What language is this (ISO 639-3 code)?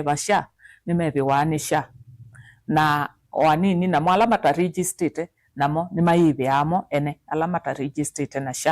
kam